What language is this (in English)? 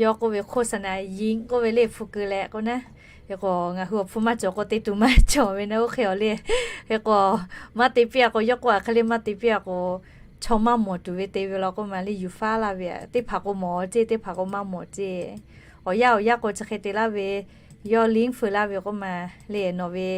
Lahu